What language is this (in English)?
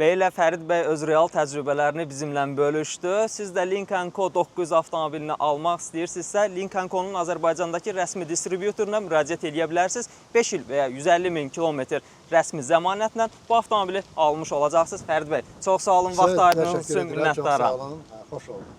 Azerbaijani